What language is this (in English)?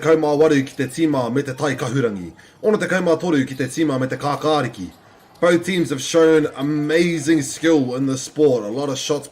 Māori